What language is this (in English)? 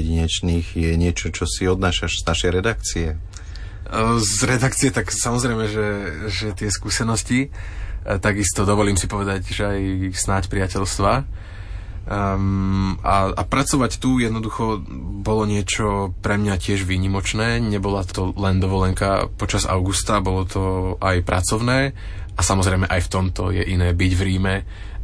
Slovak